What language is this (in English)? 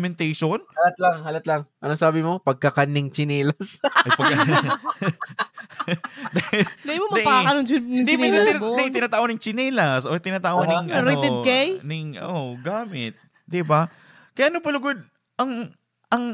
Bikol